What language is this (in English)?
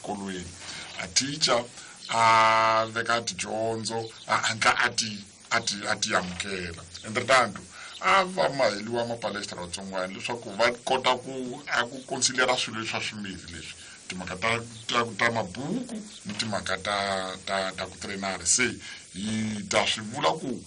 Tsonga